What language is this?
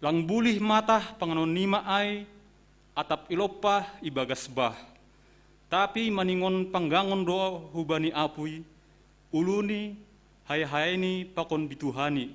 Batak Simalungun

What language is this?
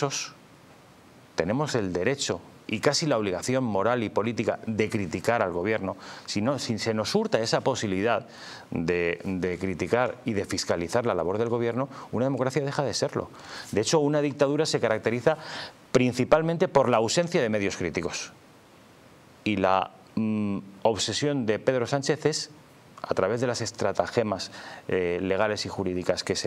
Spanish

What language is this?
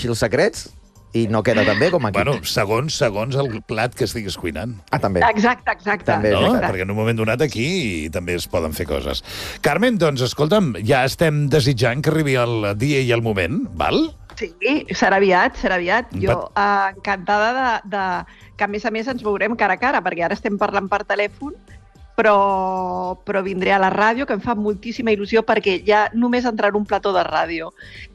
Catalan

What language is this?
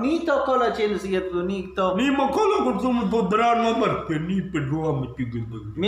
Eastern Balochi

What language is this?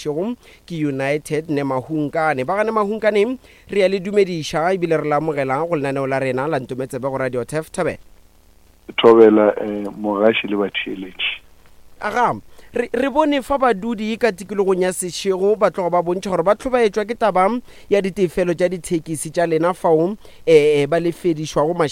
Northern Sotho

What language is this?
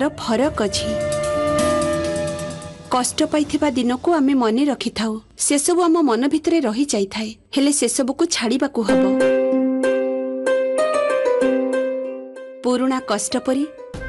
Odia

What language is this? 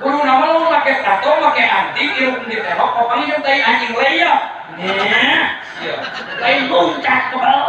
Sundanese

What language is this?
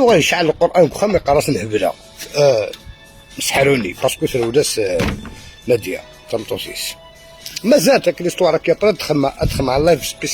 Algerian Arabic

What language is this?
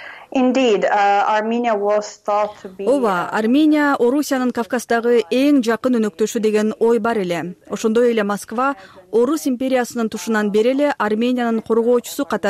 Kyrgyz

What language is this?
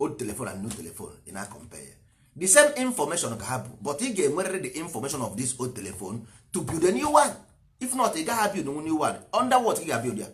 Igbo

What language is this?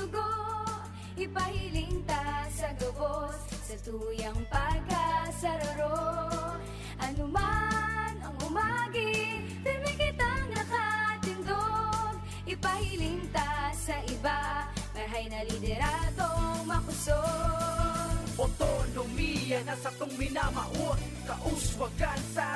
Bikol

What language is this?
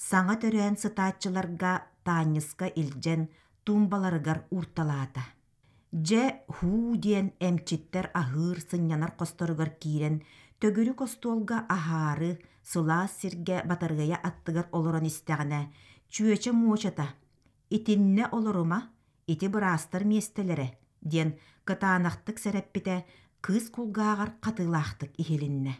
Yakut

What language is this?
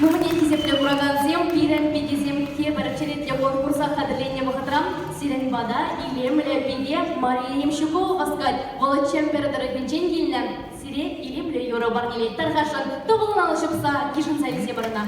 Chuvash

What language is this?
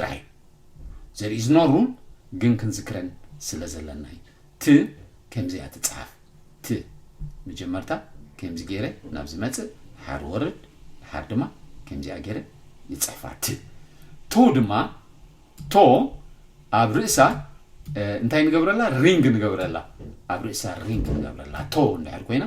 Tigrinya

